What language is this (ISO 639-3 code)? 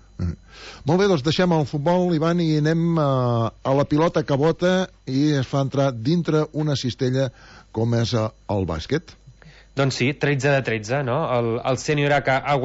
cat